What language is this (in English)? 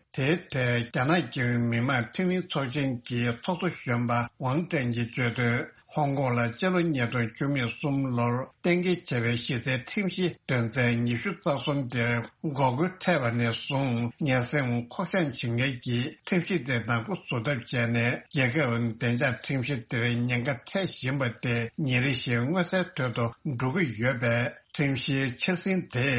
Tibetan